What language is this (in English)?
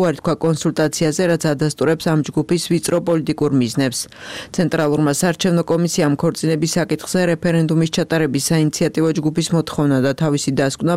Georgian